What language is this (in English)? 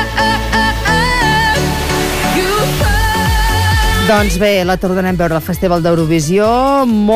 Catalan